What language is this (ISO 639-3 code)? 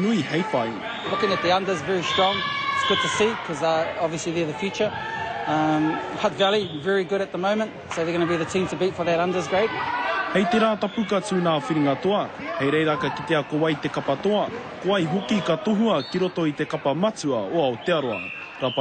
mri